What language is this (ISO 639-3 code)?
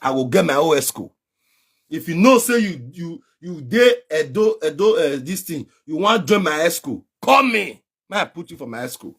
pcm